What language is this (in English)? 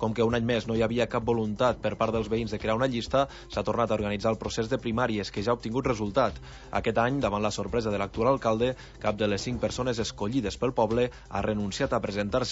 Catalan